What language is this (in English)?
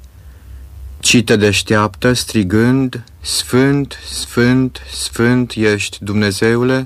Romanian